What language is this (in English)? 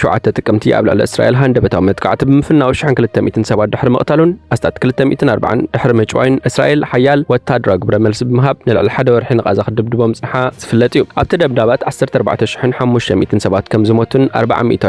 Tigrinya